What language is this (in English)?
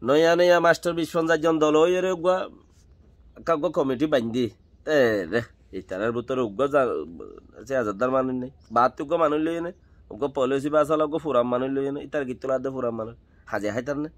Rohingya